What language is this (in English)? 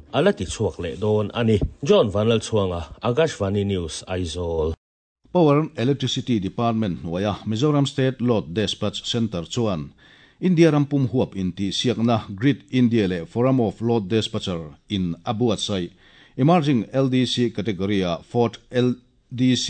Mizo